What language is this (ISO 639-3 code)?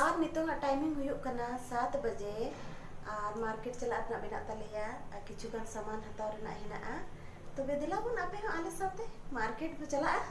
sat